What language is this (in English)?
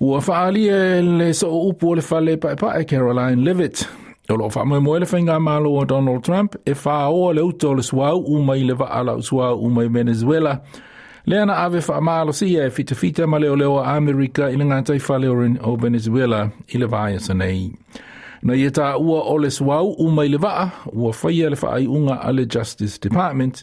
Samoan